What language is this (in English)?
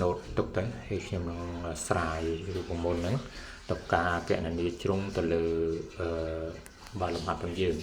Khmer